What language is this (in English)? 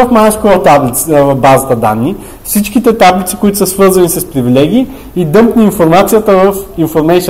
Bulgarian